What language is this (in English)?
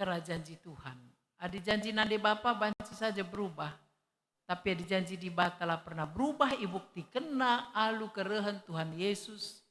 Batak Karo